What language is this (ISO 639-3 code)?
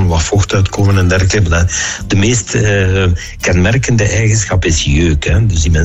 nld